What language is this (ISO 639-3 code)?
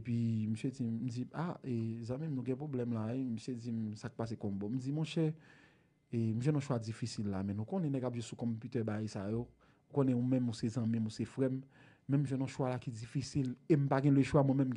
hat